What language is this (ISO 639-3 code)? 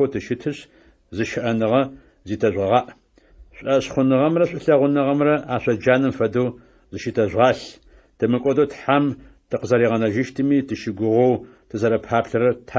ady